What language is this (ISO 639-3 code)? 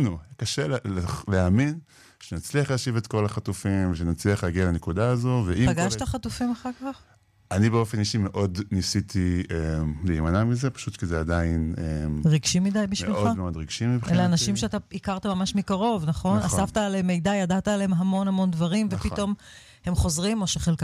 heb